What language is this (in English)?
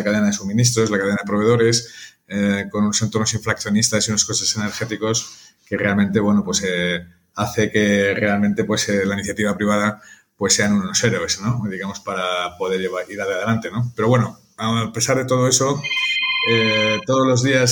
Spanish